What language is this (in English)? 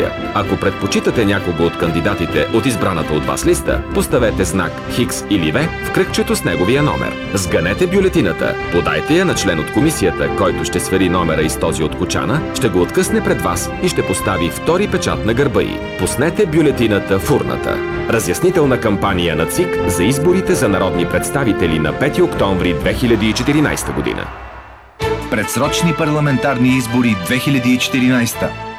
Bulgarian